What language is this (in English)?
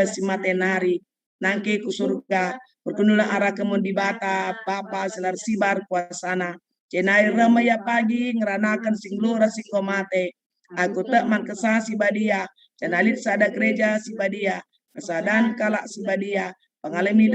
Batak Karo